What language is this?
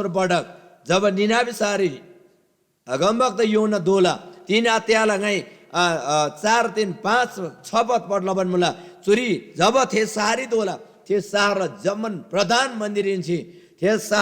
Eastern Tamang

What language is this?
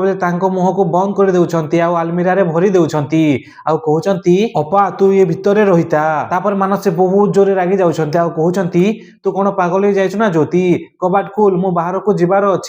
Odia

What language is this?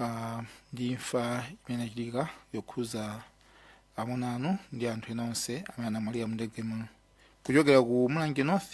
Nyanja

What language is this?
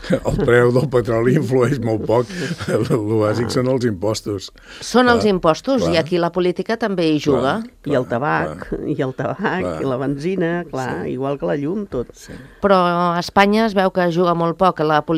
Catalan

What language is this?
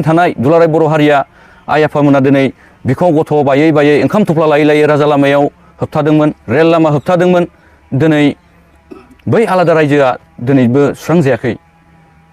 Bodo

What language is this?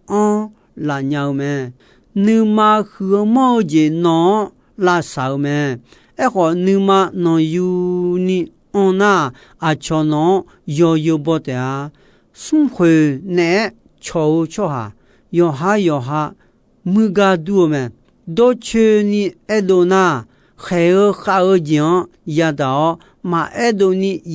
Akha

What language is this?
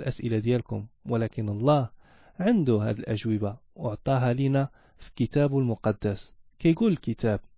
Moroccan Arabic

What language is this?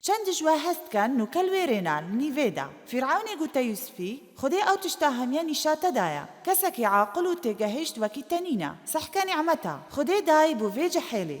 Kurdish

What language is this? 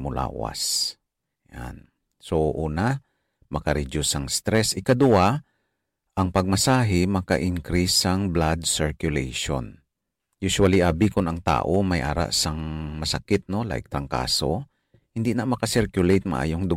Hiligaynon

